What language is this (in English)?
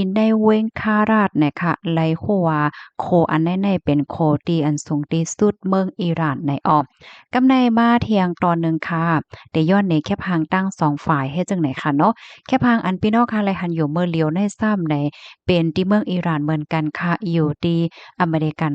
Shan